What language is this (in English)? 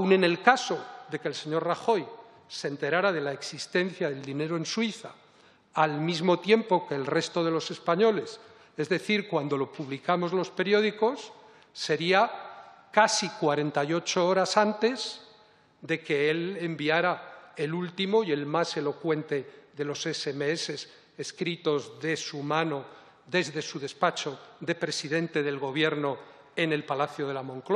Spanish